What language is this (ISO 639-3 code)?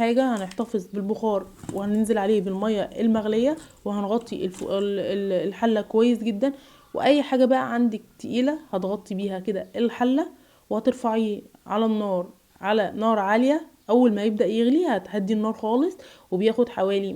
arz